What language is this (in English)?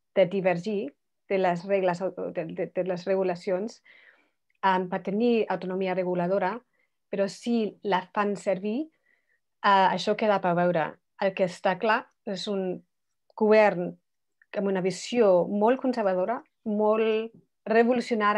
Catalan